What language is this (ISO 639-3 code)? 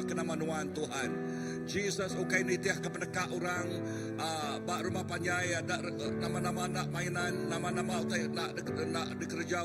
iba